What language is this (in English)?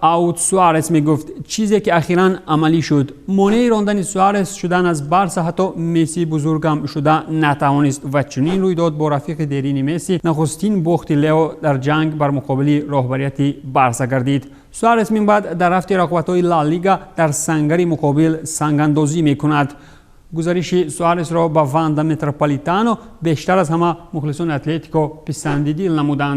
Tajik